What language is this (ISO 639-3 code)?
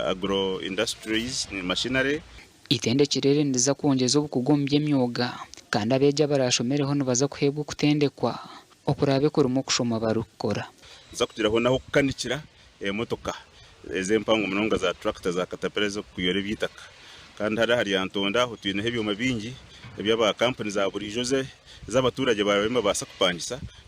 nyn